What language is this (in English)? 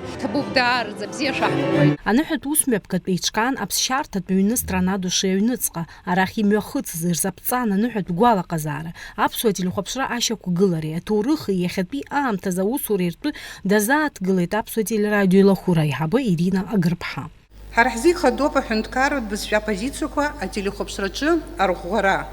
Abkhazian